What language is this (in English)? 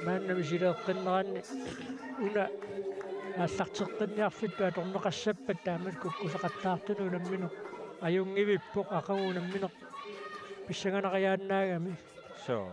Kalaallisut